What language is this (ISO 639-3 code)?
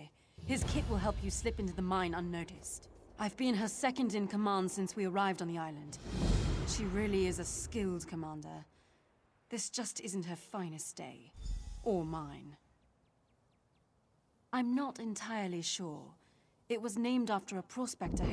eng